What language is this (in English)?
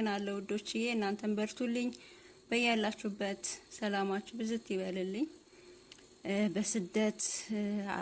Amharic